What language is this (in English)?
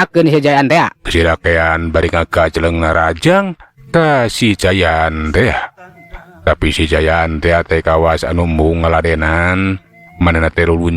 Sundanese